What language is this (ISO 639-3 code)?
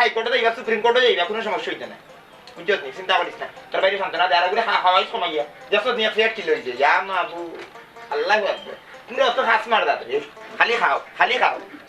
syl